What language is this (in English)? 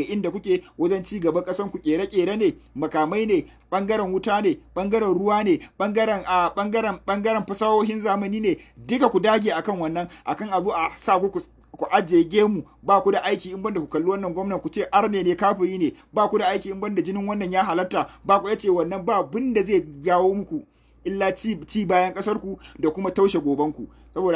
Hausa